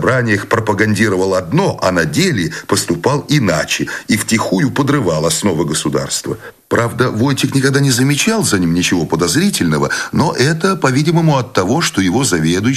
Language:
Russian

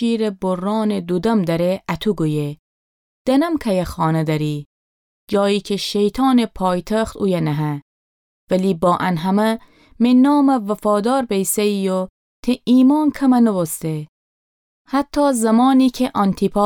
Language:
Gilaki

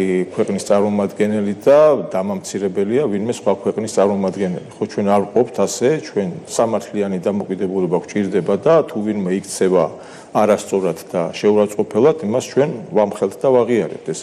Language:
Georgian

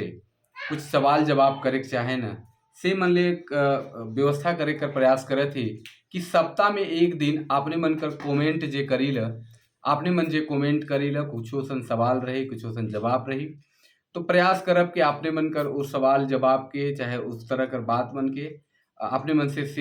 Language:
Sadri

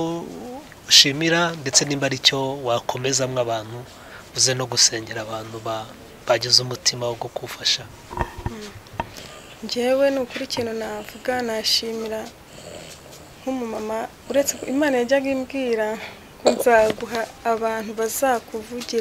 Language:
Kinyarwanda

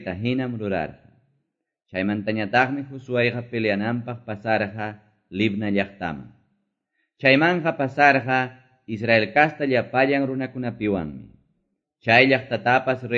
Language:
Quechua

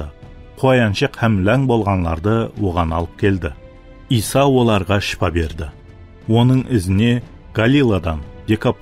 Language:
Kara-Kalpak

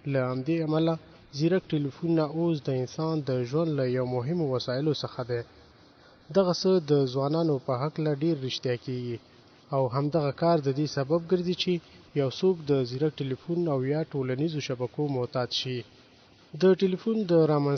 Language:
Pashto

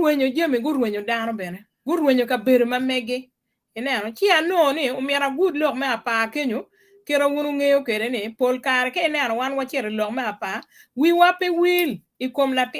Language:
Acoli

